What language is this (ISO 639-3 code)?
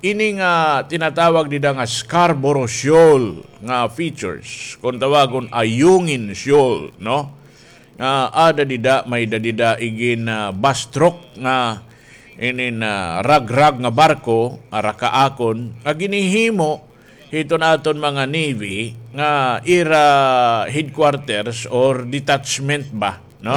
war